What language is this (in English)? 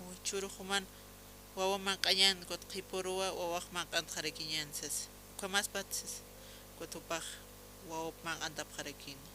Aymara